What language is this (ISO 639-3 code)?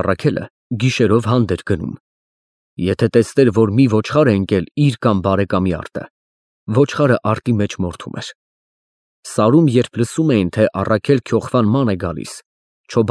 hye